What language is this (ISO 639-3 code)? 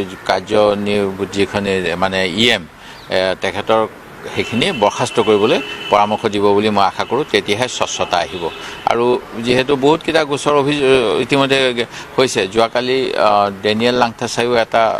asm